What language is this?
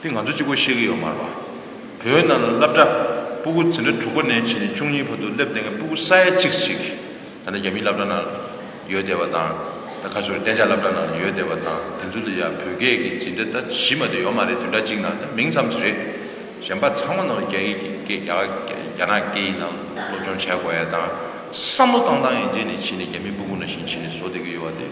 Tibetan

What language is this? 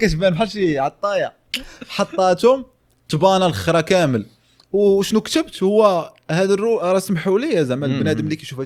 Moroccan Arabic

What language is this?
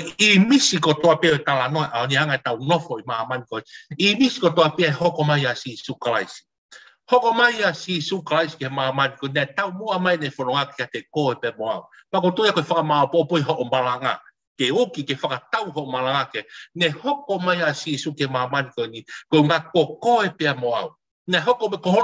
Tongan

